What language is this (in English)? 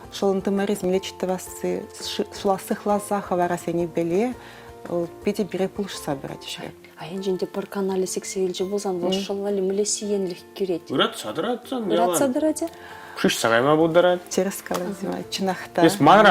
Chuvash